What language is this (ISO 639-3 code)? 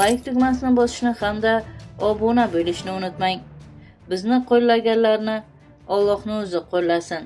uzb